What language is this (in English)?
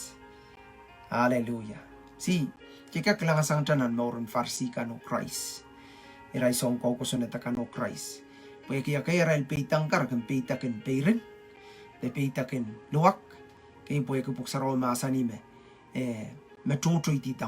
Pohnpeian